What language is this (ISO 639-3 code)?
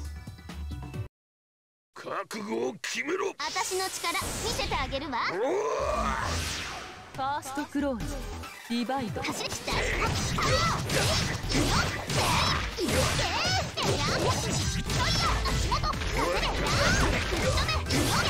jpn